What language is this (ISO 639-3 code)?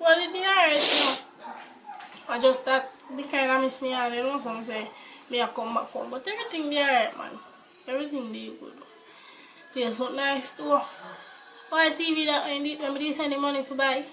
jam